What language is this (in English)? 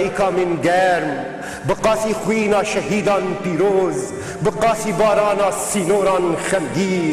Kurdish